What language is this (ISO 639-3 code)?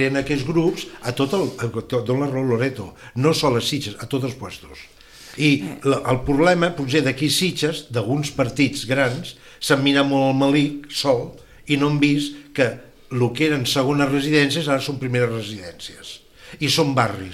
cat